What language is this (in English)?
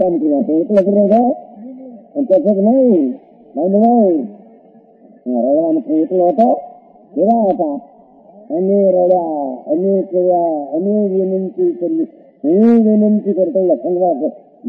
Gujarati